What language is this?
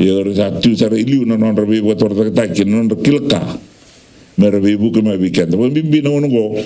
Fijian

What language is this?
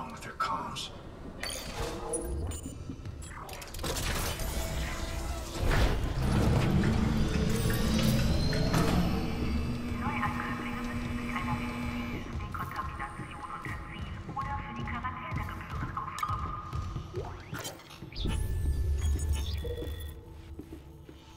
Russian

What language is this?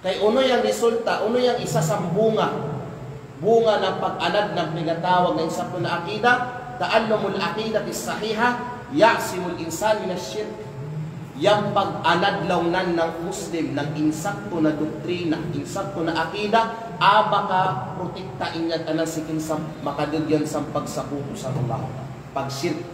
Kalagan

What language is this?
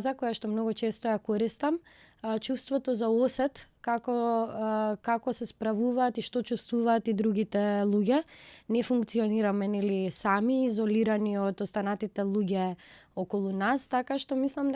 Macedonian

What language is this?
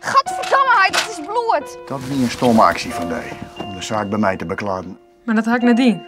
Western Frisian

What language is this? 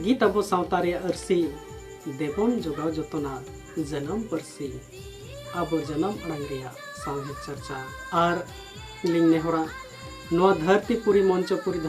Santali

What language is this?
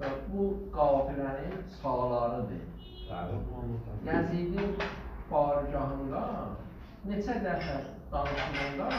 South Azerbaijani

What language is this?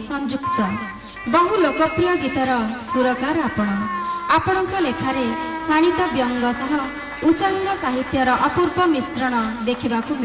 Odia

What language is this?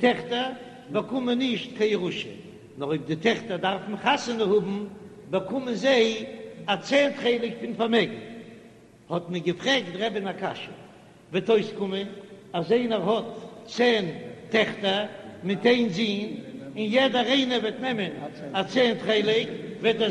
Yiddish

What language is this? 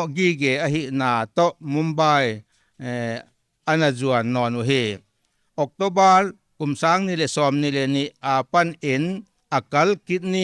Paite Chin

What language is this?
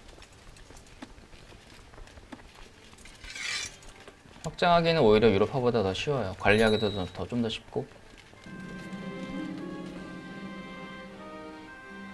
Korean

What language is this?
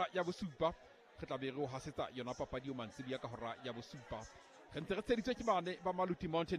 Southern Sotho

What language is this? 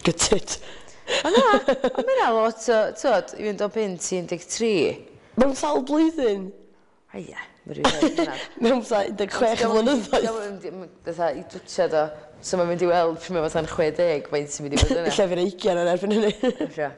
Welsh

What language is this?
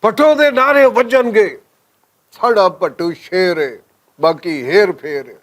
Western Panjabi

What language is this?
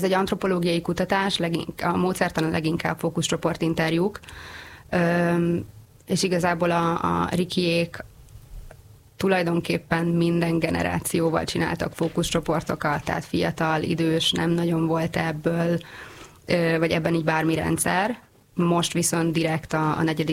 Hungarian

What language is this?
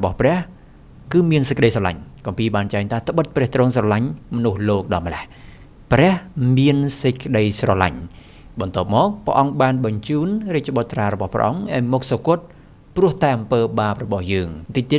Khmer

